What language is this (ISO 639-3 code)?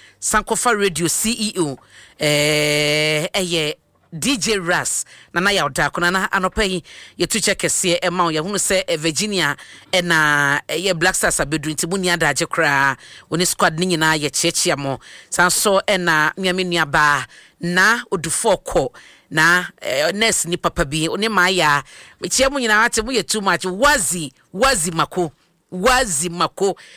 aka